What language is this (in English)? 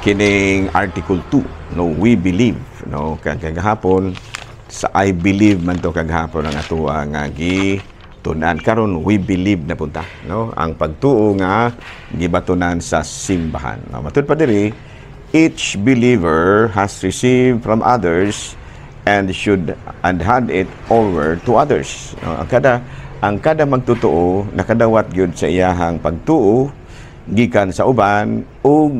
Cebuano